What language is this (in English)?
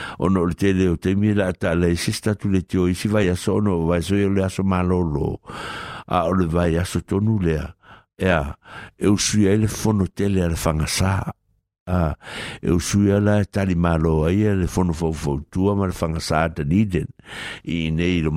Samoan